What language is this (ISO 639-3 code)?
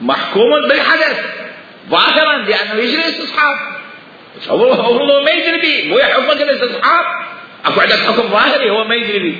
acm